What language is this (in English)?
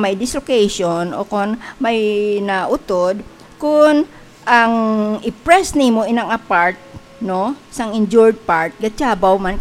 Hiligaynon